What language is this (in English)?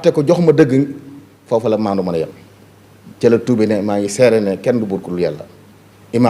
Wolof